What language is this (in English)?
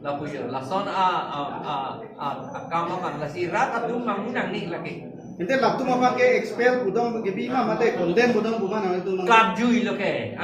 Karbi